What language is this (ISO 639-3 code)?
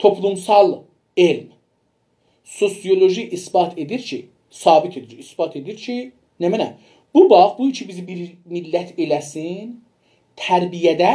azb